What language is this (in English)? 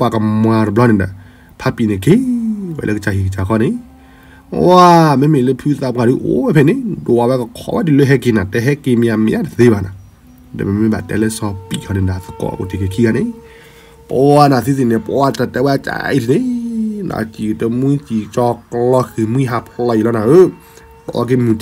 S'gaw Karen